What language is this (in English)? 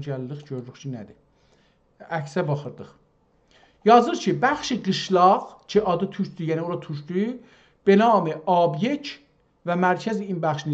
South Azerbaijani